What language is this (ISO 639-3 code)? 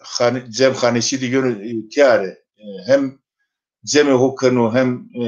zza